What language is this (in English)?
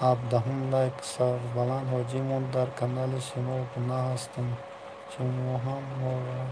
Tajik